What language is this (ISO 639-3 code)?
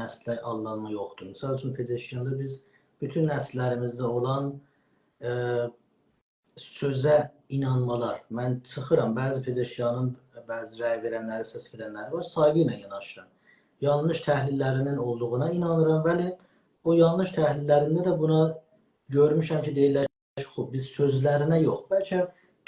azb